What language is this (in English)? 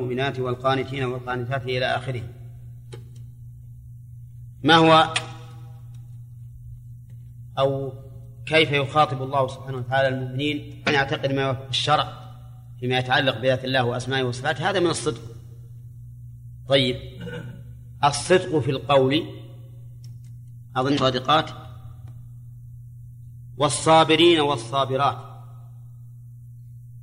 Arabic